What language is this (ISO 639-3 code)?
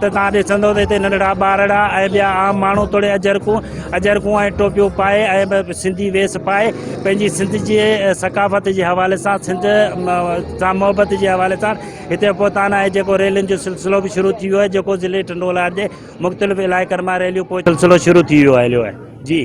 snd